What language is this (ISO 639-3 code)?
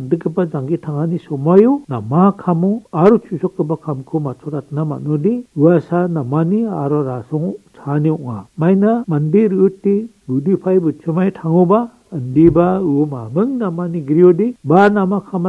grt